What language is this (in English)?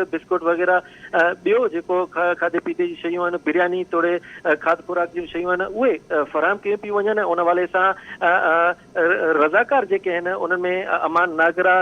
Sindhi